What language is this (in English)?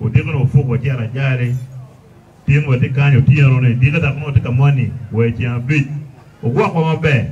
Acoli